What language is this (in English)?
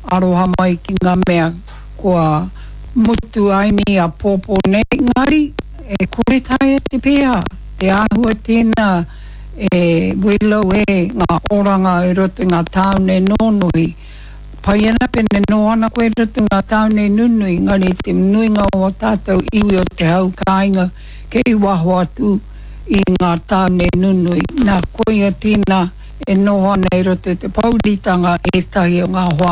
Māori